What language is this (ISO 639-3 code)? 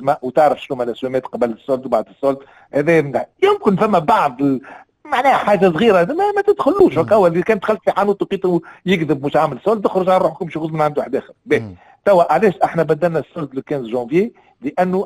aeb